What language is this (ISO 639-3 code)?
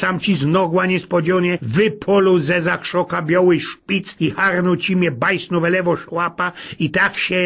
szl